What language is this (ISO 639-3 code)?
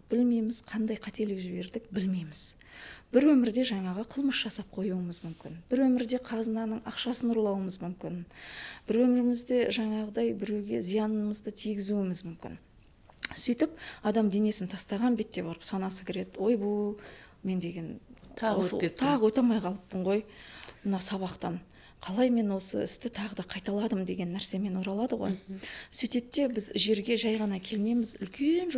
kaz